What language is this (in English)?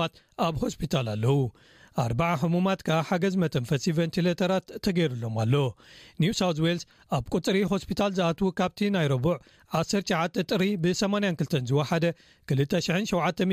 Tigrinya